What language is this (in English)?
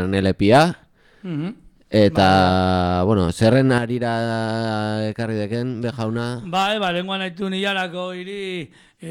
Basque